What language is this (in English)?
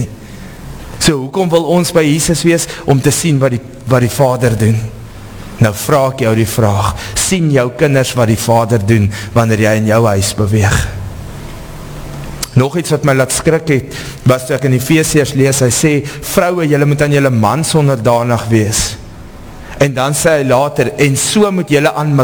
Afrikaans